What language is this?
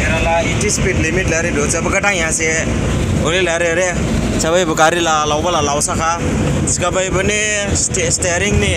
Dimasa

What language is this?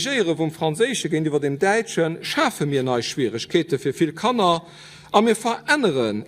Luxembourgish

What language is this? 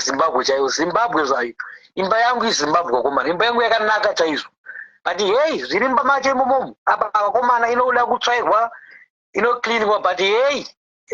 Shona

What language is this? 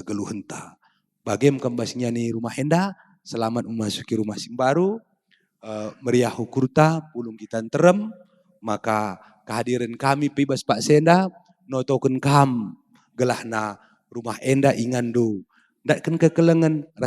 Batak Karo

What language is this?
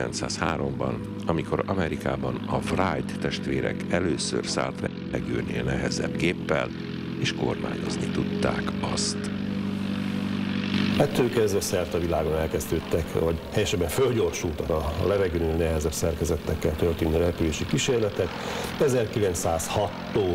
Hungarian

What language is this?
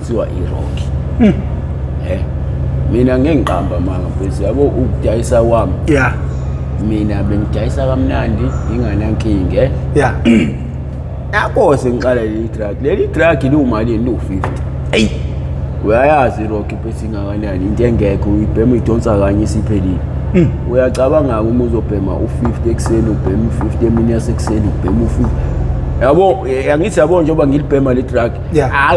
Zulu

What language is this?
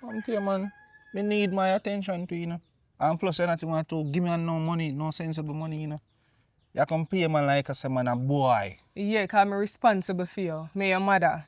Jamaican Creole English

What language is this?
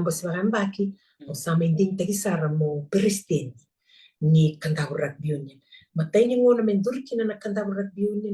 Fijian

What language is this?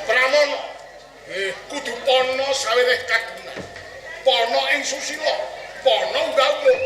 Javanese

